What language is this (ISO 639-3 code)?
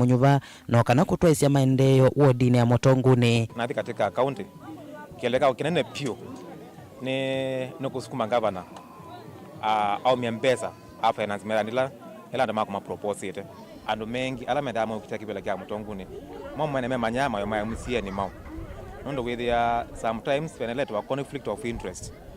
kam